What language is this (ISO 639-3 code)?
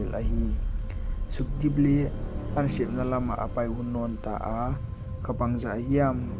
pck